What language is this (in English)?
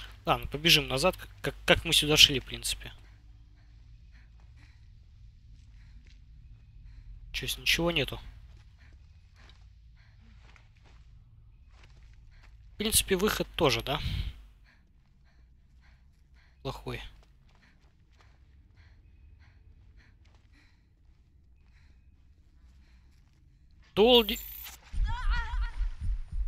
Russian